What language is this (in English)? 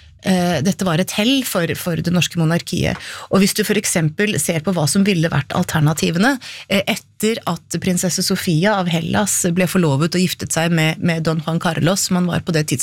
Norwegian